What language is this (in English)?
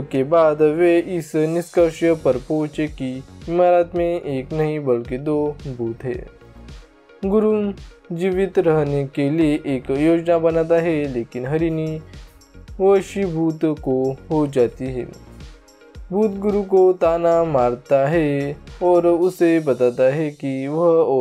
Hindi